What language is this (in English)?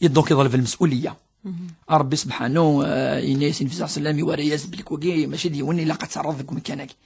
Kabyle